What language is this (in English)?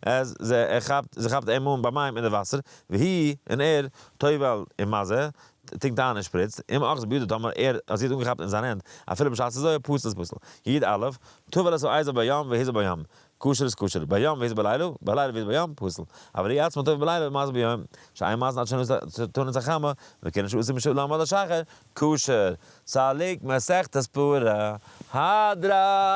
Yiddish